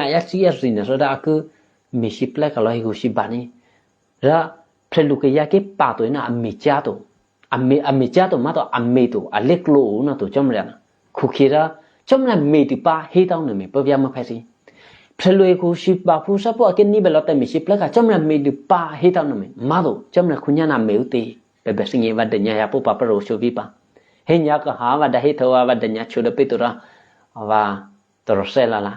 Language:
Eastern Kayah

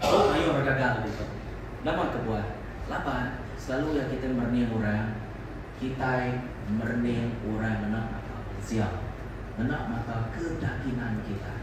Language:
Iban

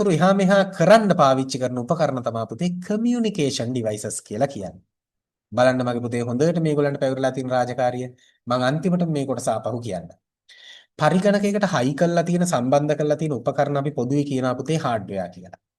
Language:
Sinhala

